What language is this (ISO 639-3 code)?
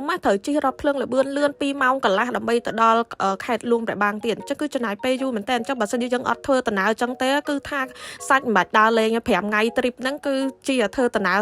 khm